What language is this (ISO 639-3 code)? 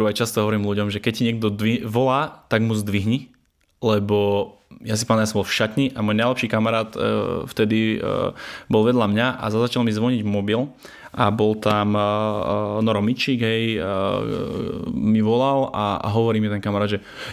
slk